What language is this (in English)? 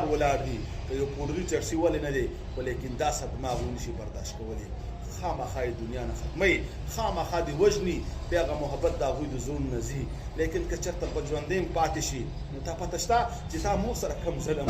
Pashto